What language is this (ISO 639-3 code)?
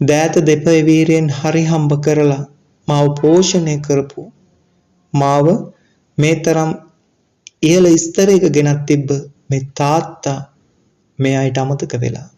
sin